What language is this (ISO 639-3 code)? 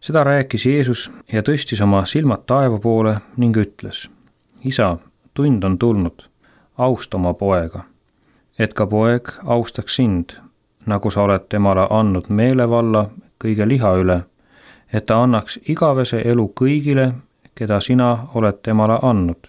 est